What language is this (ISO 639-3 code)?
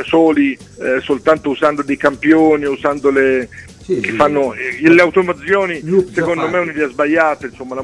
ita